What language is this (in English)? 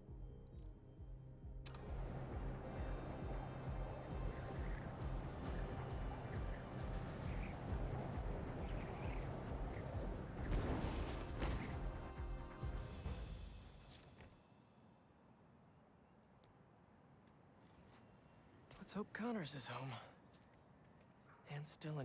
English